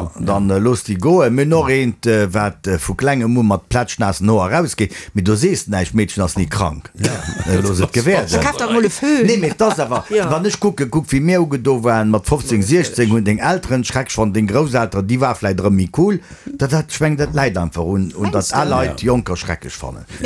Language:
Luxembourgish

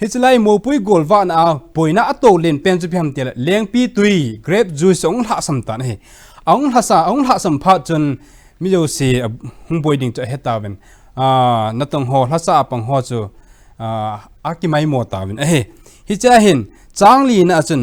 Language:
Thado Chin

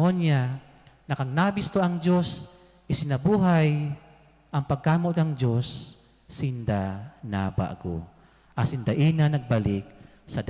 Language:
Bikol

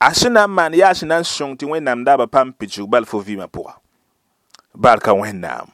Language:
Mossi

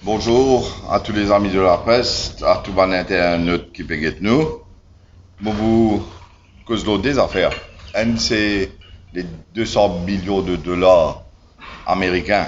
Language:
Morisyen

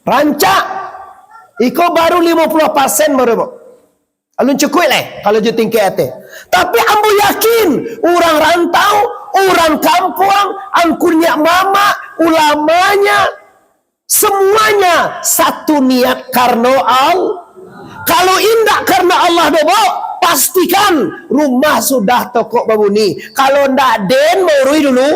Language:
Minangkabau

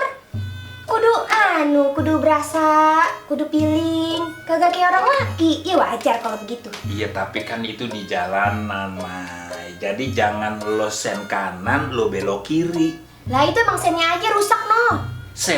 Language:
Betawi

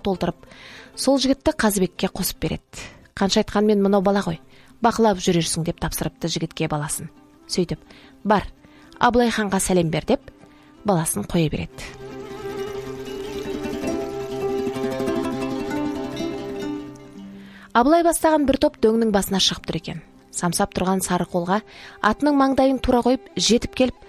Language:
Kazakh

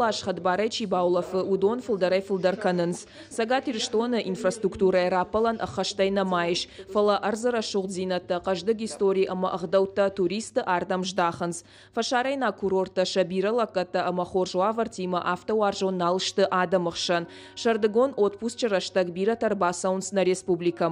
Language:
Ossetic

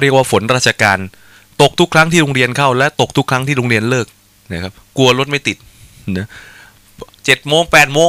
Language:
Thai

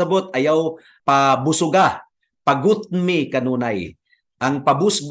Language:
Cebuano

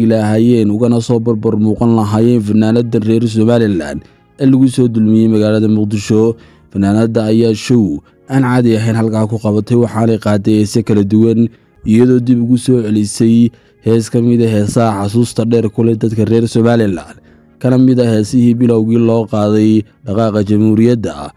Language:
Somali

